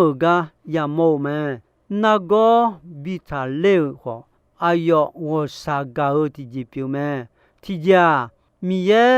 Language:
Akha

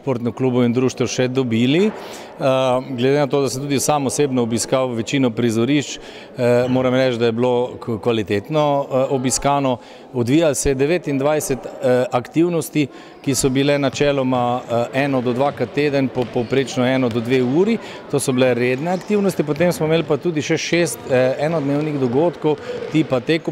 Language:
Slovenian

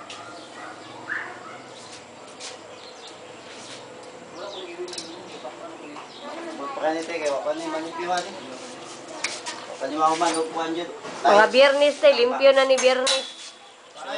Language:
Filipino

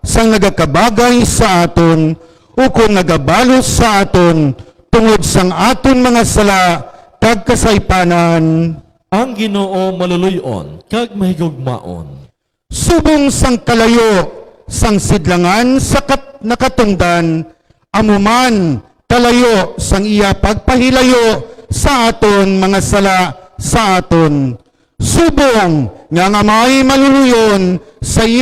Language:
Hiligaynon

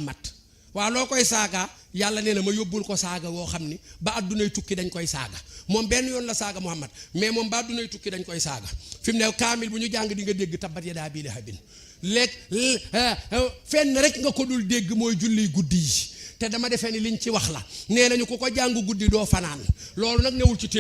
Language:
Wolof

